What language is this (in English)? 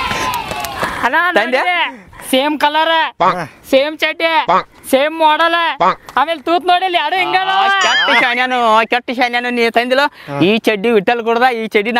Kannada